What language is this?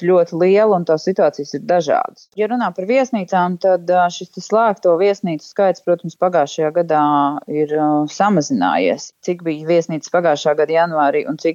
Latvian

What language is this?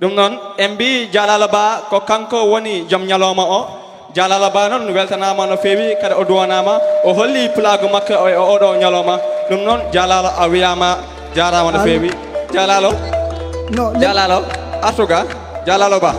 Fula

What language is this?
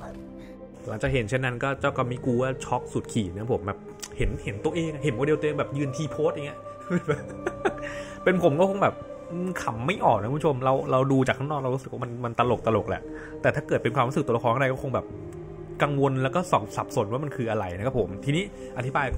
Thai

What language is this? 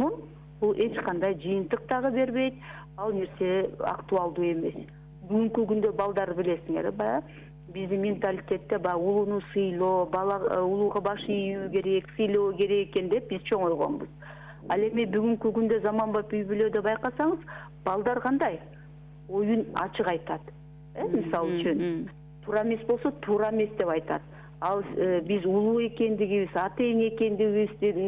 Kyrgyz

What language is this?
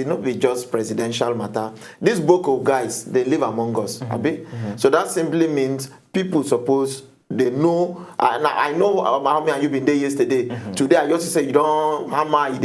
Nigerian Pidgin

